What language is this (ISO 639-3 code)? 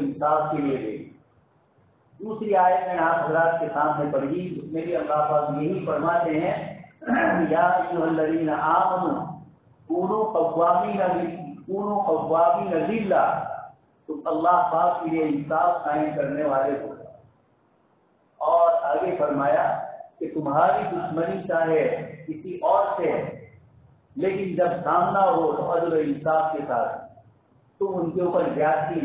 urd